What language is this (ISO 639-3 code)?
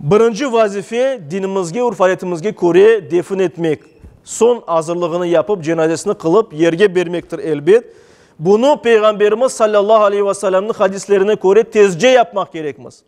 crh